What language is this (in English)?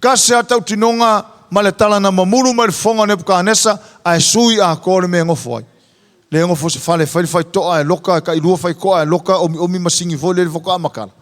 Samoan